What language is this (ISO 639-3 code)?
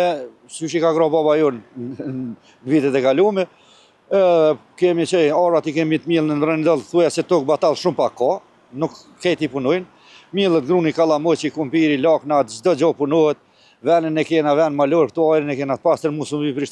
sqi